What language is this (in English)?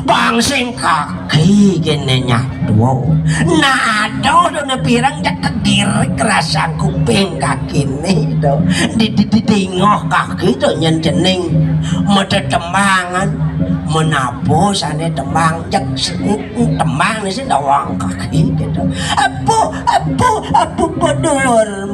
Balinese